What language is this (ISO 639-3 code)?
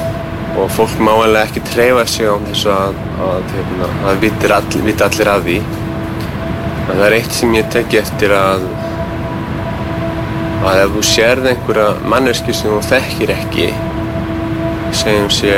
isl